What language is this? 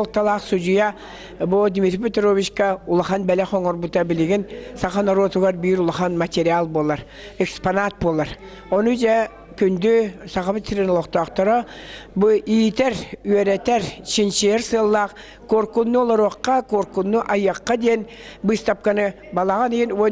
Yakut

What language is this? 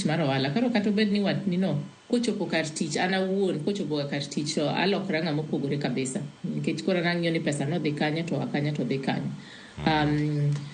Luo (Kenya and Tanzania)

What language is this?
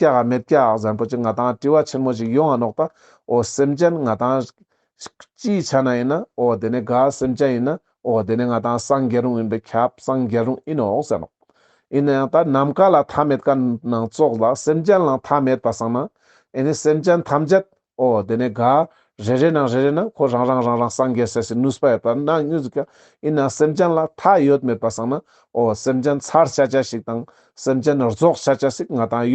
Ladakhi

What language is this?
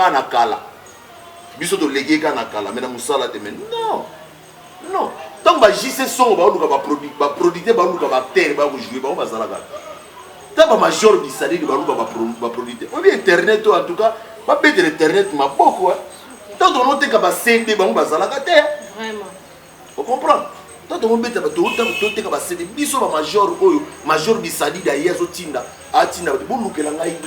Lingala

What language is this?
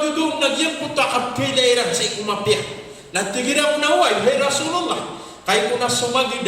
Maranao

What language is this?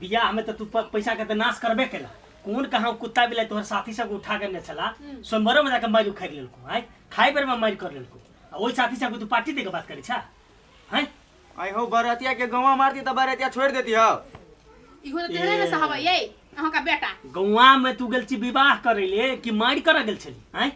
Maithili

